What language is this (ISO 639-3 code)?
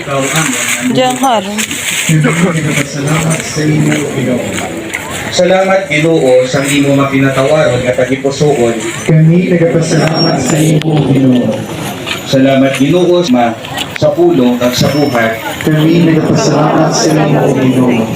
hil